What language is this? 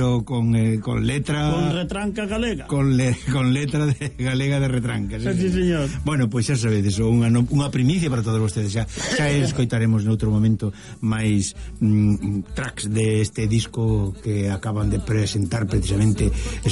Galician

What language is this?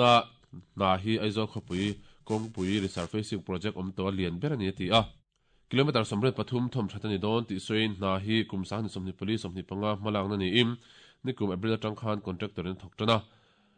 Mizo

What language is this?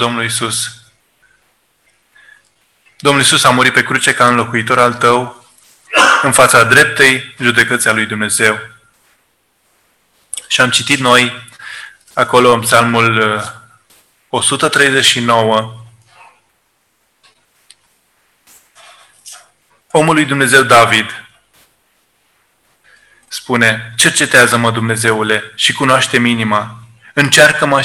Romanian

